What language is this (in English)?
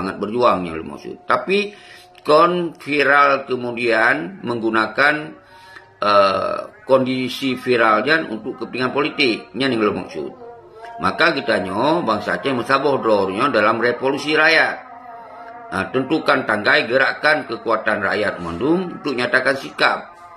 Achinese